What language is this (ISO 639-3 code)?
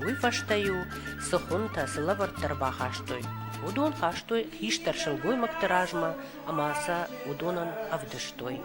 oss